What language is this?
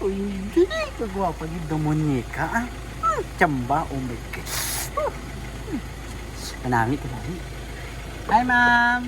Hiligaynon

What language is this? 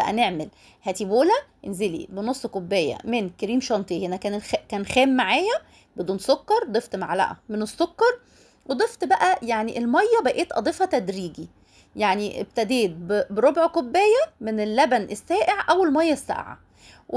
Egyptian Arabic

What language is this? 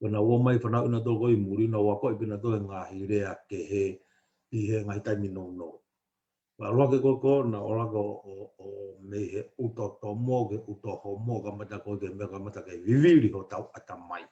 Tongan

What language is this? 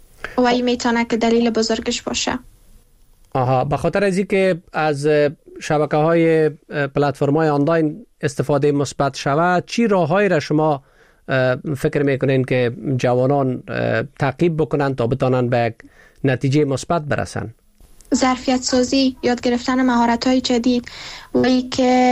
Persian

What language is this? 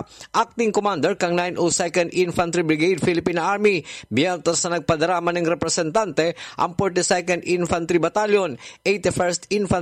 Bikol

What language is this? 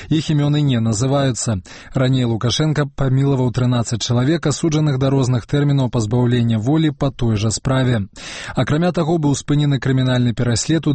Belarusian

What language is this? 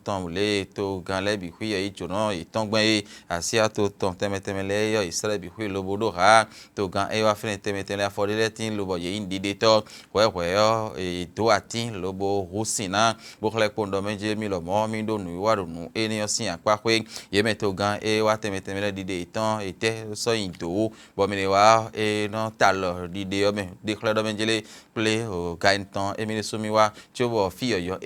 Fon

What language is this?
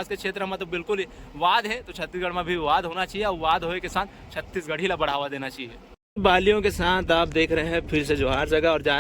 Chhattisgarhi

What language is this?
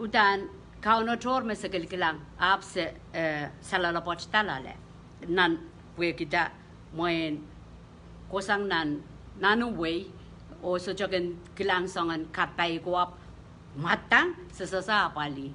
Pohnpeian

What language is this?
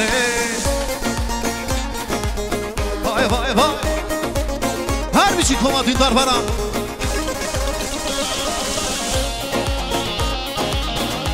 Persian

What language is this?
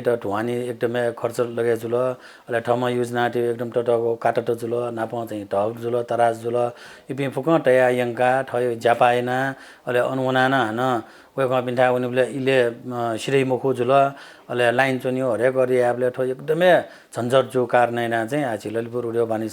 Newari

